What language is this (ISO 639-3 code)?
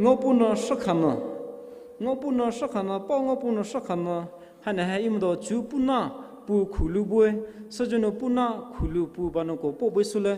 pmx